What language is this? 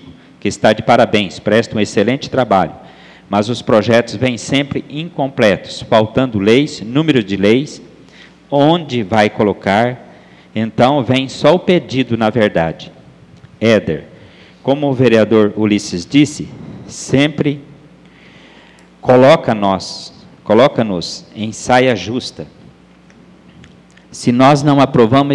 Portuguese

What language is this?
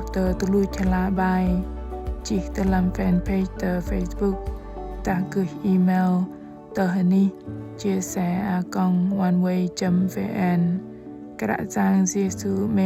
Bahnar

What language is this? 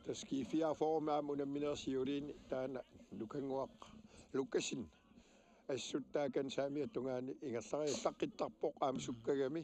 Kalaallisut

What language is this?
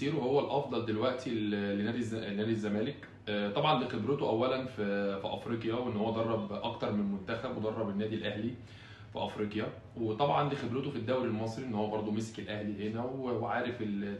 Egyptian Arabic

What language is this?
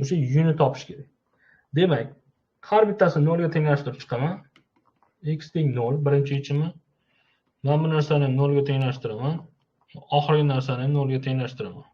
Uzbek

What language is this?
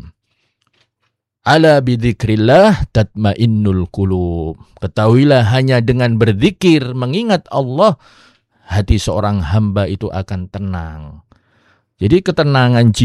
Indonesian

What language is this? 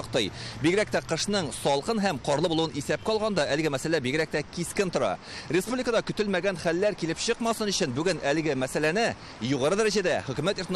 Tatar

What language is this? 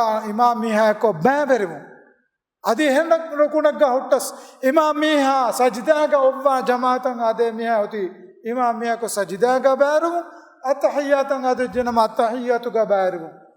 Divehi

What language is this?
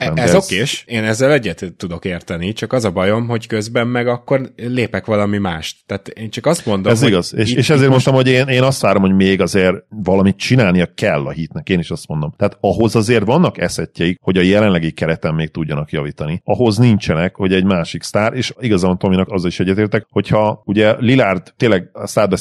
Hungarian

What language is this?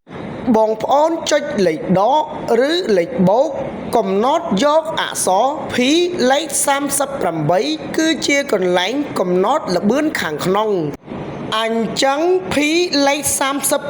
Khmer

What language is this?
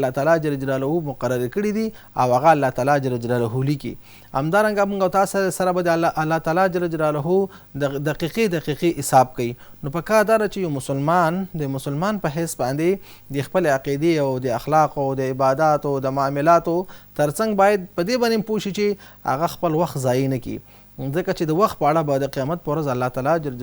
Pashto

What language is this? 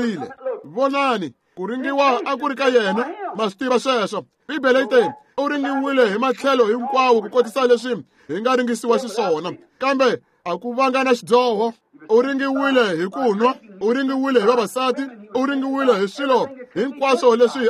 Tsonga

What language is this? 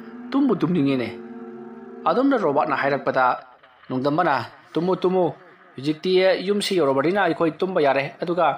Manipuri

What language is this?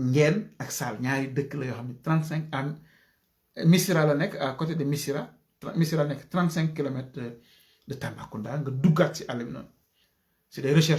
Wolof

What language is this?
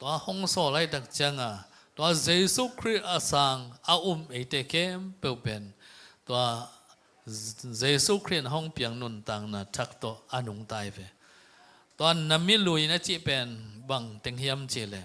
Tedim Chin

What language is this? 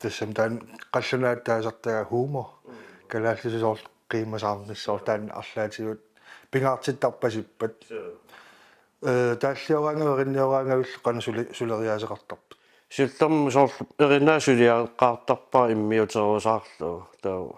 Kalaallisut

